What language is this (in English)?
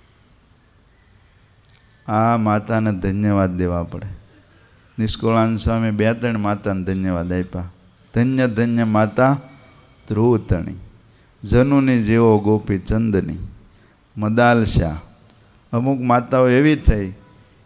Gujarati